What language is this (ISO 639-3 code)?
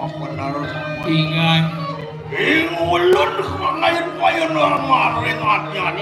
ban